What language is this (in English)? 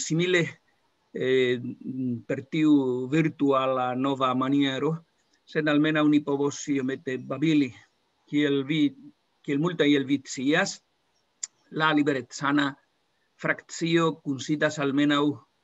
Esperanto